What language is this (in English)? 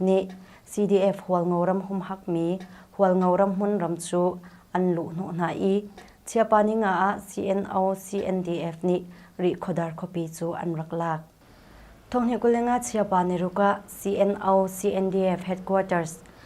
Hakha Chin